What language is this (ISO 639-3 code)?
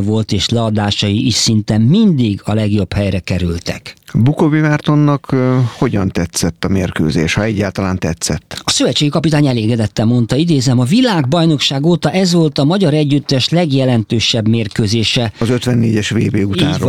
hun